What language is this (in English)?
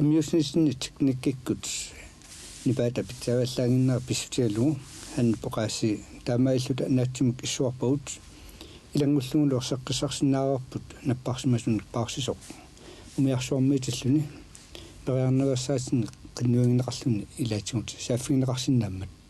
Kalaallisut